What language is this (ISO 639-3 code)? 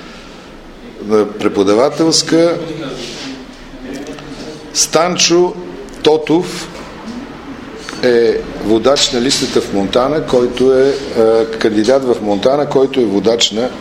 bul